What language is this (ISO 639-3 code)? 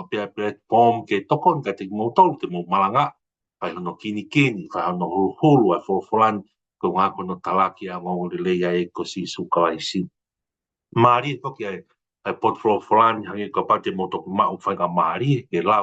ton